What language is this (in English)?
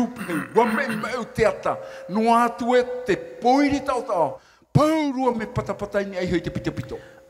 Tahitian